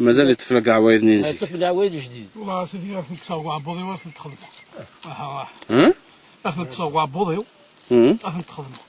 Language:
Kabyle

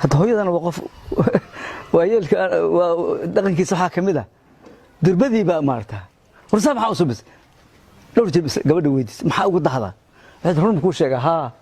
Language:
Somali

